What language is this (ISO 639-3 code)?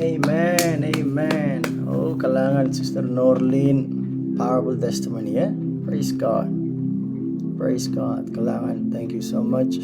pon